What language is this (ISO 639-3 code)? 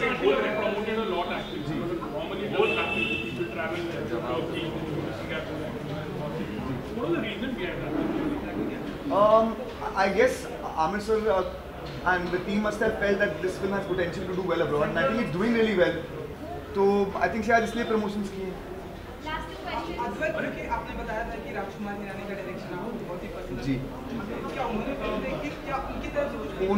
hin